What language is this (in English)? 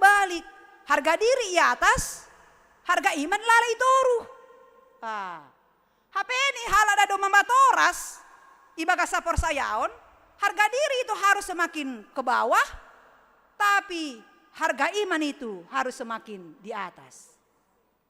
Batak Simalungun